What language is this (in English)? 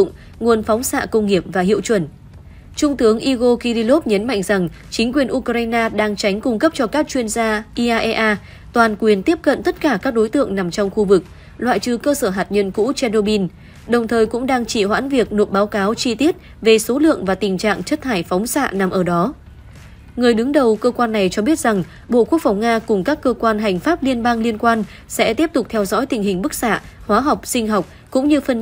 Vietnamese